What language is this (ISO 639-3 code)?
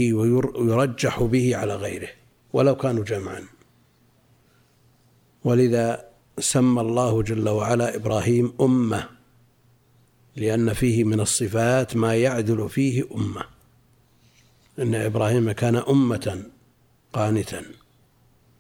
ara